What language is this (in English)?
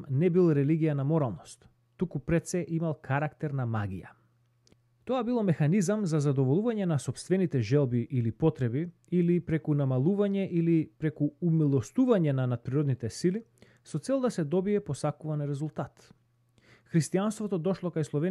Macedonian